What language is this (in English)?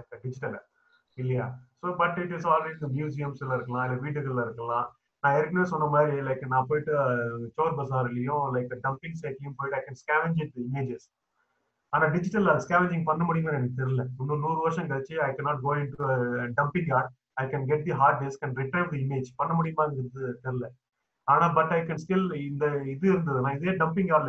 Tamil